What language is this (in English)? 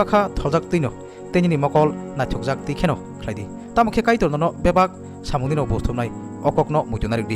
Kok Borok